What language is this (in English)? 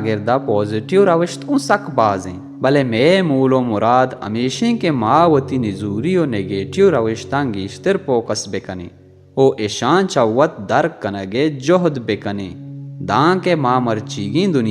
Baluchi